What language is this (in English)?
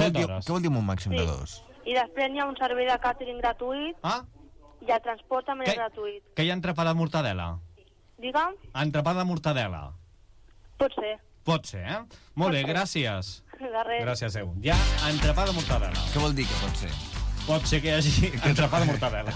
Catalan